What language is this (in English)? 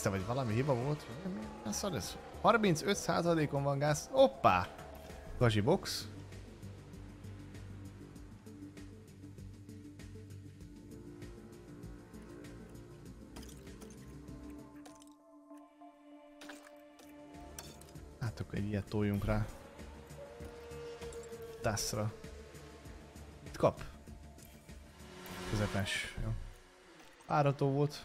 Hungarian